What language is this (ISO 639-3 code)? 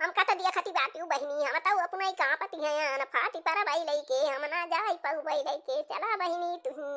awa